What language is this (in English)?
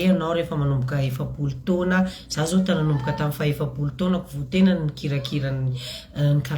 Malagasy